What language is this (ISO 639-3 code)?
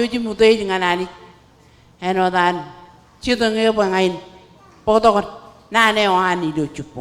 mah